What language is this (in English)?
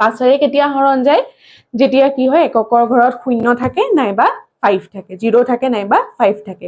Assamese